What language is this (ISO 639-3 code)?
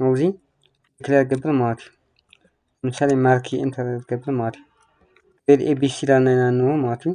tir